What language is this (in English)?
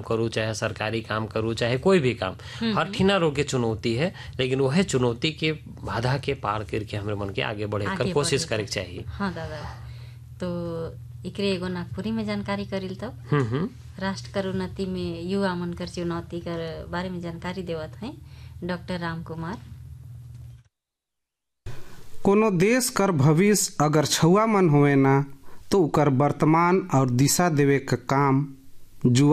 Sadri